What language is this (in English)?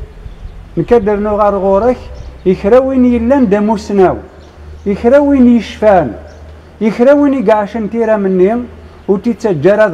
Kabyle